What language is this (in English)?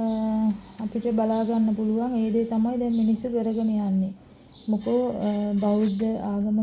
Sinhala